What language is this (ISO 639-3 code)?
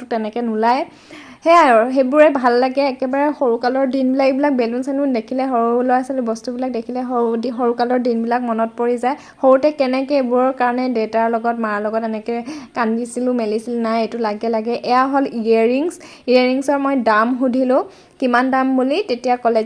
asm